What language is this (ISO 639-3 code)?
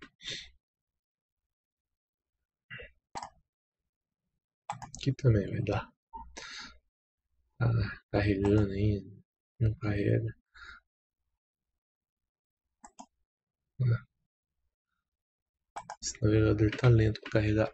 por